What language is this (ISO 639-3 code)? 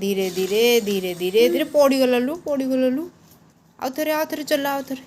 ori